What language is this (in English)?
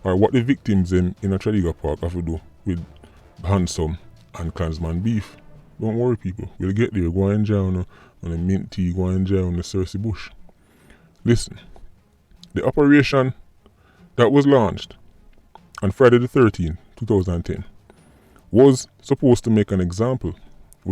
Jamaican Creole English